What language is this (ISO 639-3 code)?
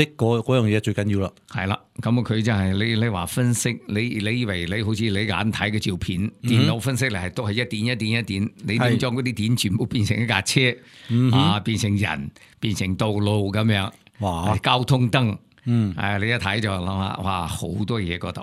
yue